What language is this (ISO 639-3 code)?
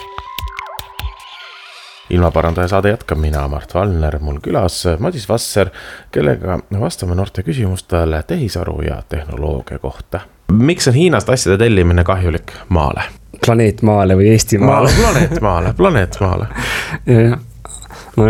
est